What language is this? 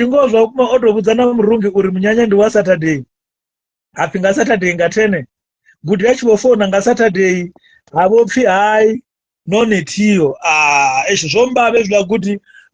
Venda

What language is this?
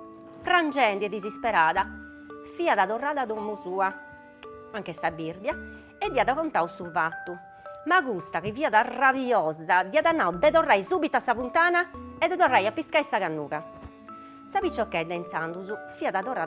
Sardinian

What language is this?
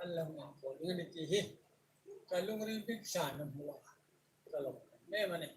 Hmar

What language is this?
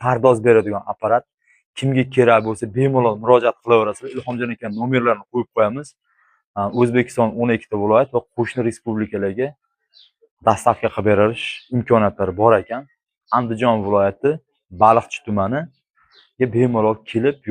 Uzbek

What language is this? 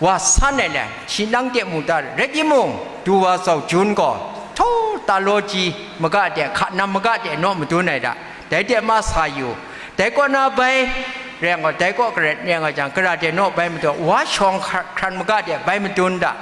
Kachin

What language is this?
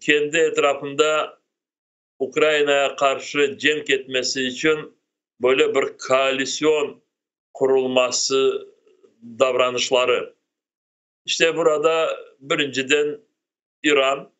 Crimean Tatar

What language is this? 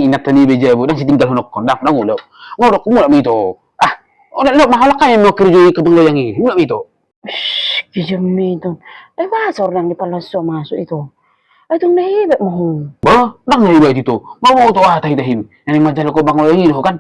Batak Toba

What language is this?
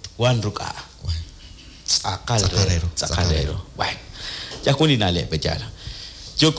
Kekchí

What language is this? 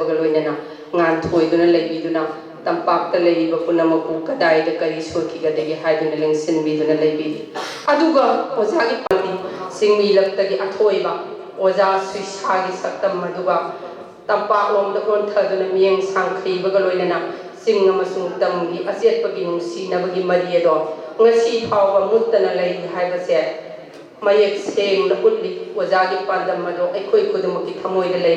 Manipuri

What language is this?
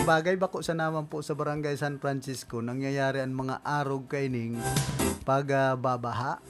Bikol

